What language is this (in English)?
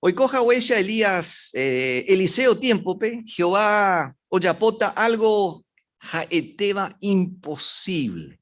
Guarani